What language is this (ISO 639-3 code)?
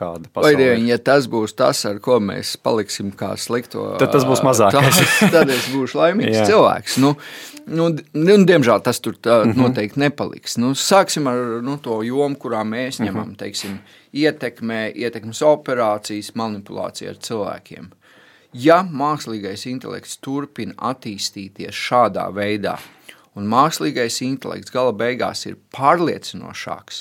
lav